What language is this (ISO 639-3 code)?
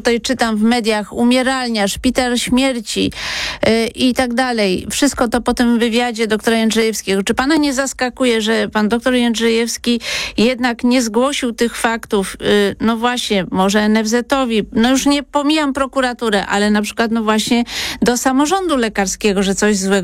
pol